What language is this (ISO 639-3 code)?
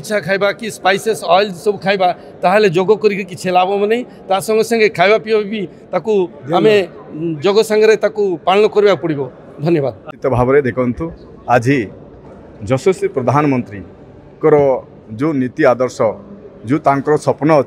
ori